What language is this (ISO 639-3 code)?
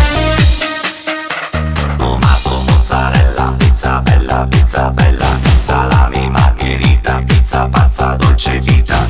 ita